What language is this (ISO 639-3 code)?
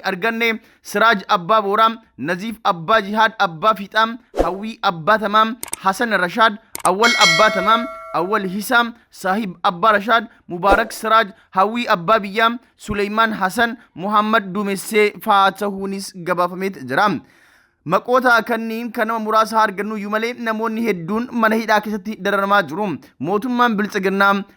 orm